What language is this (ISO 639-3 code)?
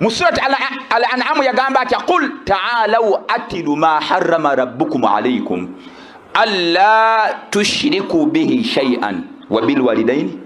lug